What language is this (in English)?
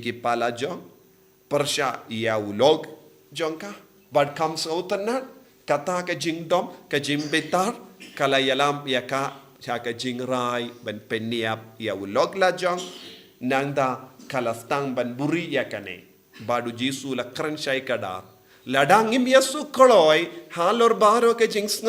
Khasi